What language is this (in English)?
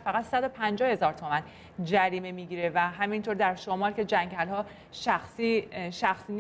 Persian